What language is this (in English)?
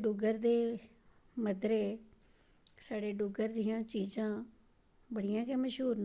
Dogri